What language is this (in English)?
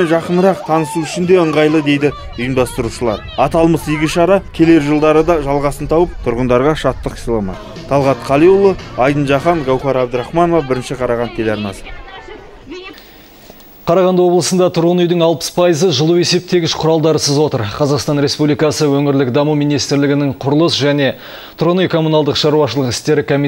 Kazakh